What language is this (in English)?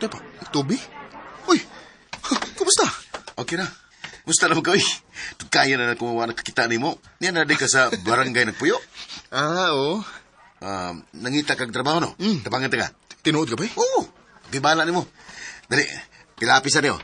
Cebuano